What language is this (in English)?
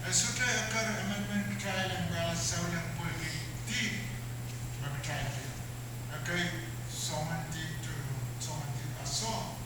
Pohnpeian